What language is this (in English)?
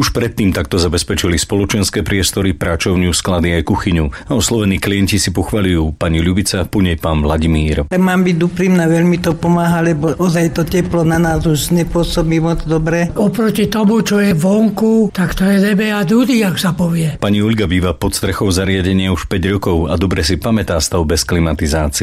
Slovak